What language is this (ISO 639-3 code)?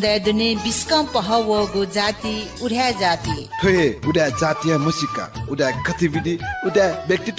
new